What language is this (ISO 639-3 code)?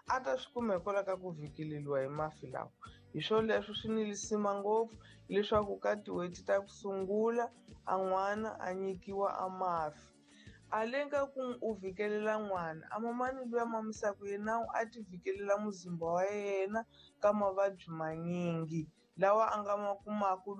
tso